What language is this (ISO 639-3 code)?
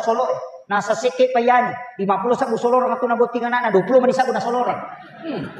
bug